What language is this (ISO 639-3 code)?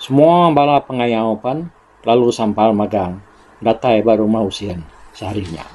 iba